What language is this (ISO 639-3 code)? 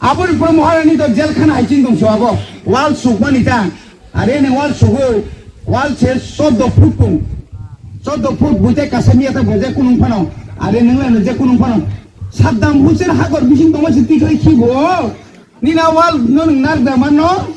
trp